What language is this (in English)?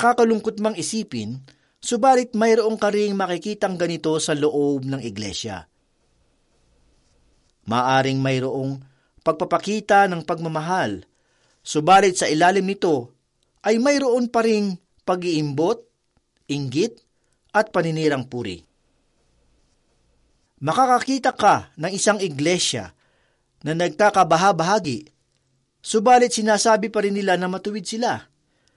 Filipino